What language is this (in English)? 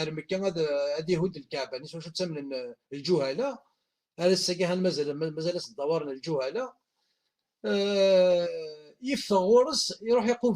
Kabyle